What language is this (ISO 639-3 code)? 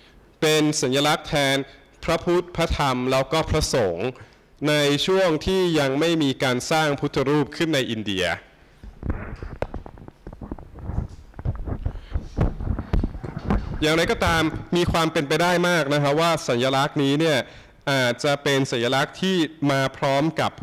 tha